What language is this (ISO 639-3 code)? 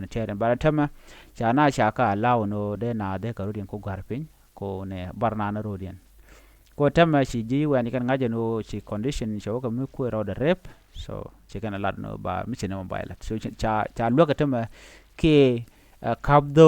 nus